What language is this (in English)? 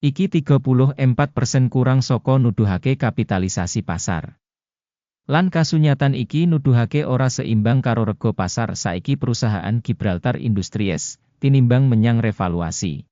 Javanese